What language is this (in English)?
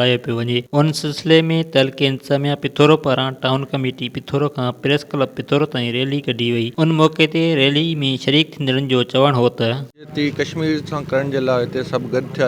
Sindhi